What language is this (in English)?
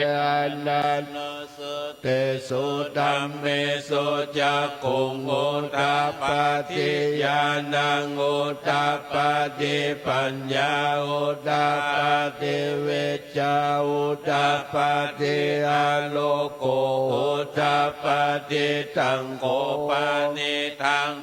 Pali